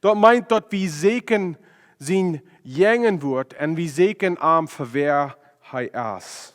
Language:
Plautdietsch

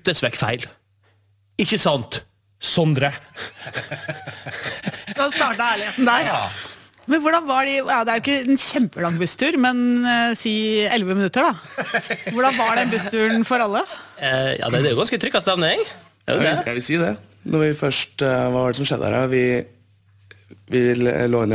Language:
Norwegian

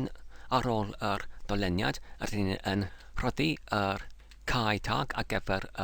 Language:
Welsh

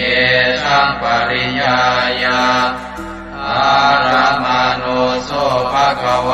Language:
Pali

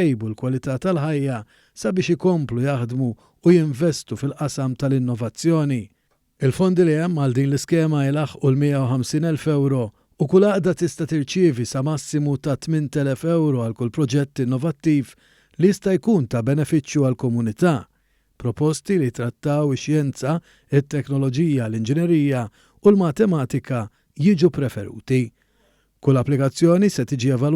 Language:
Maltese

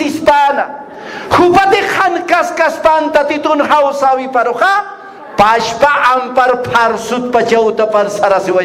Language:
Aymara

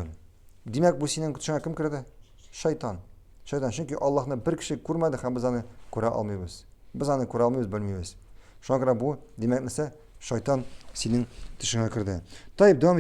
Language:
Tatar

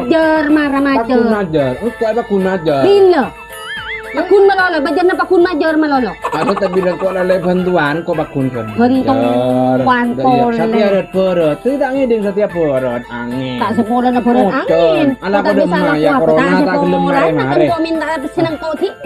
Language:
Madurese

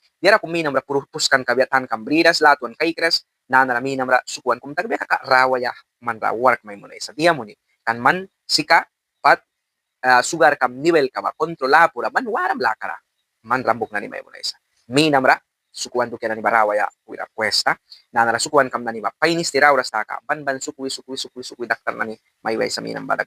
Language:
Mískito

